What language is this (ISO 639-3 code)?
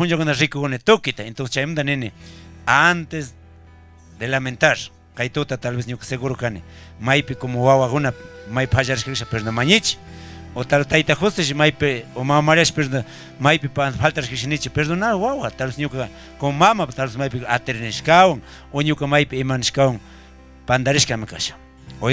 qug